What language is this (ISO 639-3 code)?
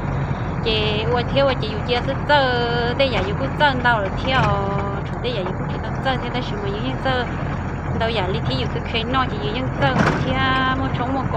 hmn